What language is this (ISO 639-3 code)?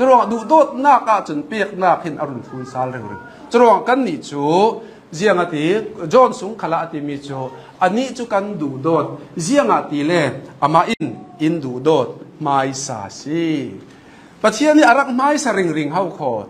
cnh